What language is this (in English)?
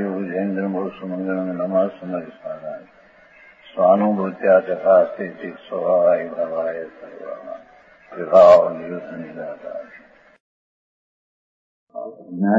Gujarati